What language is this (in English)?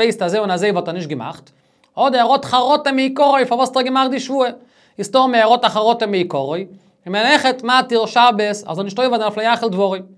Yiddish